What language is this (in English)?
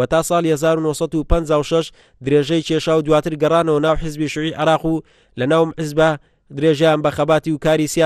Central Kurdish